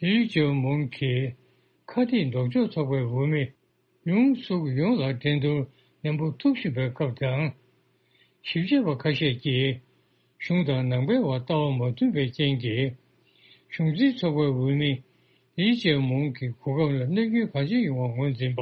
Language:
Tibetan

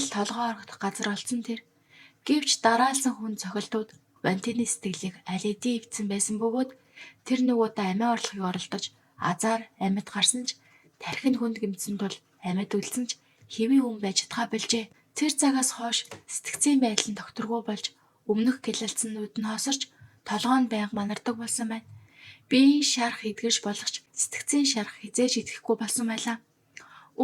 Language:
Mongolian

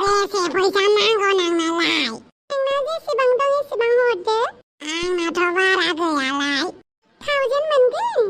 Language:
Bodo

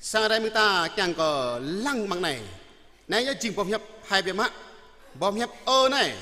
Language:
Jarai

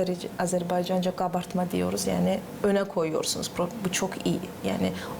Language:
Gagauz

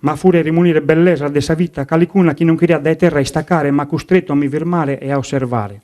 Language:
Sardinian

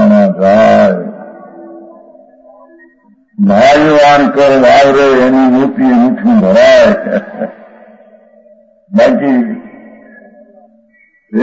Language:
Gujarati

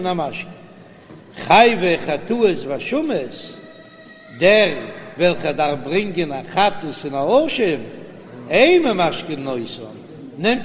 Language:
Yiddish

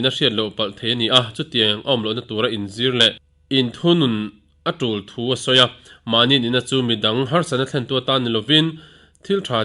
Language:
Mizo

